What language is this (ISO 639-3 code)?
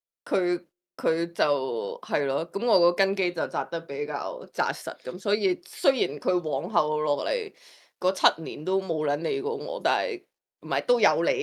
yue